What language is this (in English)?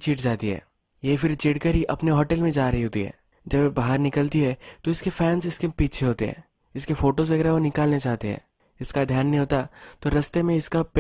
Hindi